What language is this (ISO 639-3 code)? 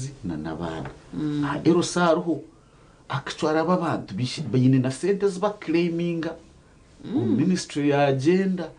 nyn